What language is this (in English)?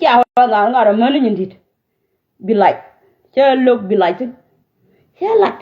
Nuer